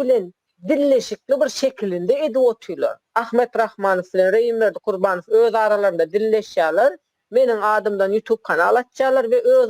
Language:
Turkmen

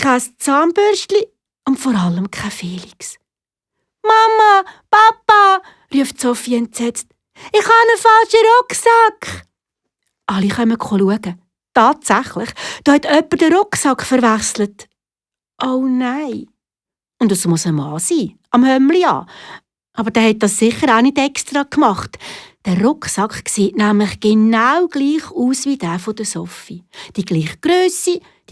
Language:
Swiss German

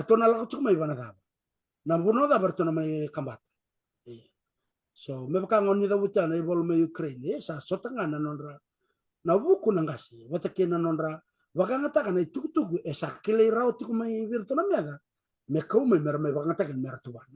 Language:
Fijian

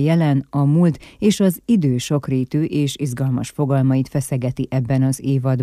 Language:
Hungarian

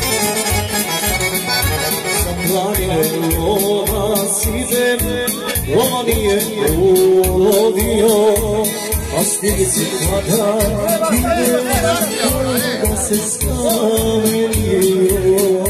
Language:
Croatian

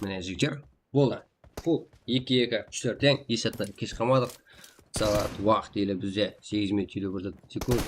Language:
Kara-Kalpak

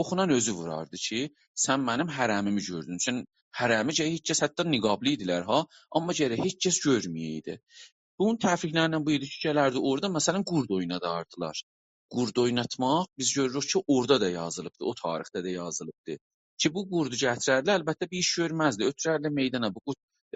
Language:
South Azerbaijani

